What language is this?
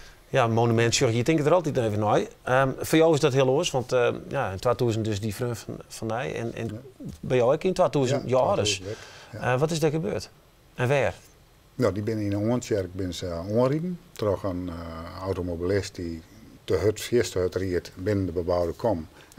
Western Frisian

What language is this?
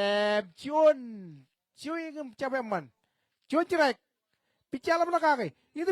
Marshallese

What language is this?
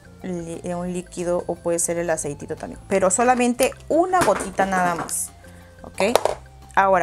Spanish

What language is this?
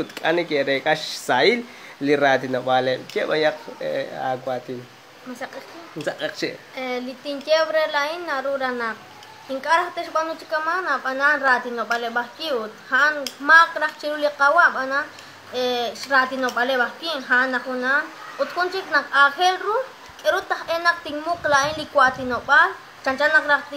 Kekchí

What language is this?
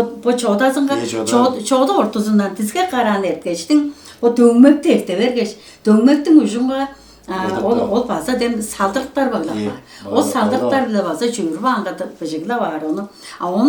Tuvinian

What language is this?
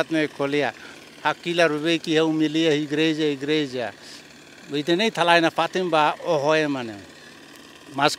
Tetum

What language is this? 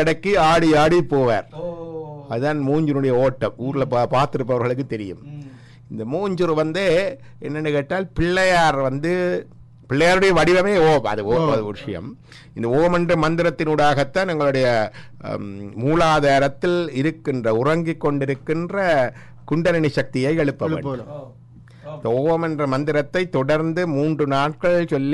Tamil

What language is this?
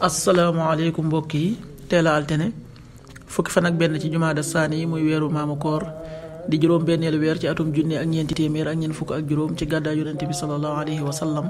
Wolof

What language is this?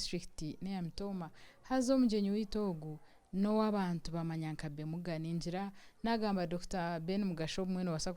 Nyankole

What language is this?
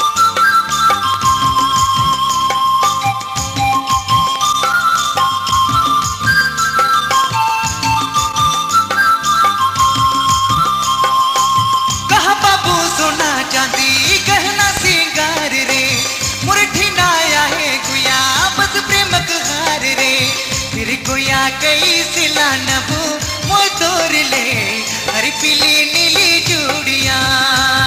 Sadri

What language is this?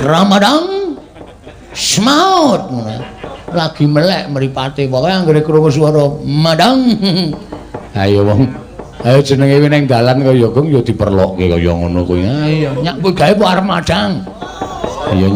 Javanese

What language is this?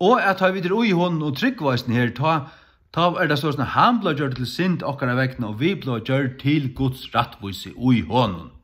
Faroese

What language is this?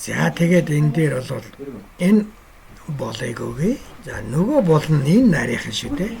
Mongolian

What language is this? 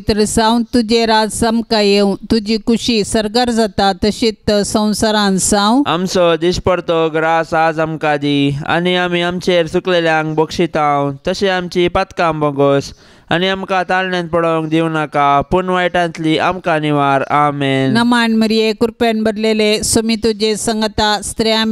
Konkani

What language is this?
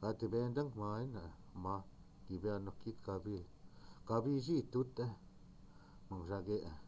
Chippewa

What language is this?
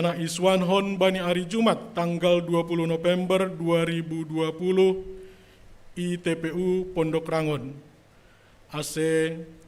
Batak Simalungun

